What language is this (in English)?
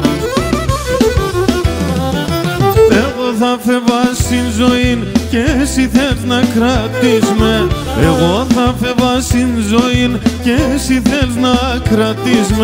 Pontic